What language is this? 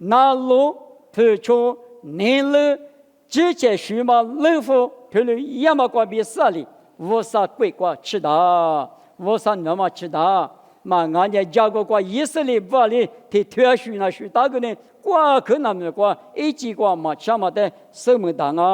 Lisu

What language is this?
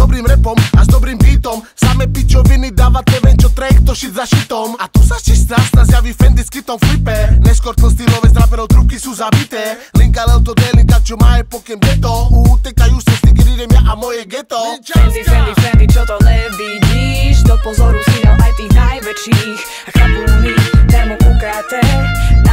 Slovak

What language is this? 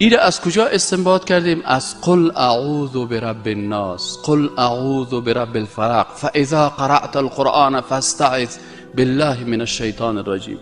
Tajik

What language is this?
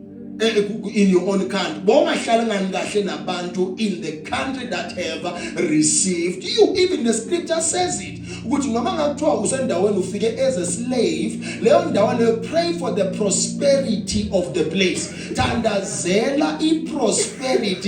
Zulu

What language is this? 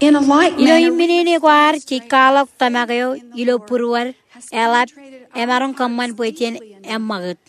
Marshallese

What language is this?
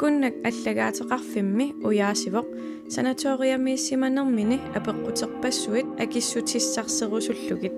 Kalaallisut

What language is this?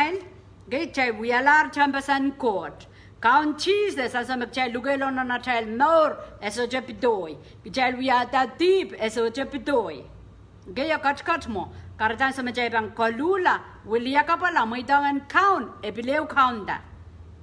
Pohnpeian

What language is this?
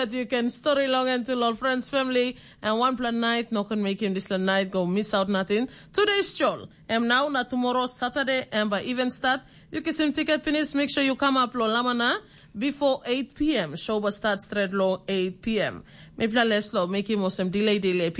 Tok Pisin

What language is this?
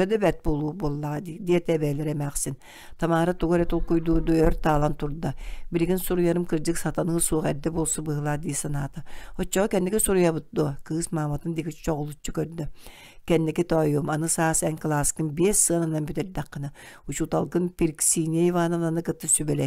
Yakut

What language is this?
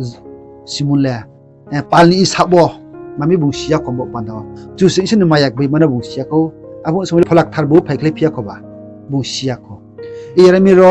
Riang (India)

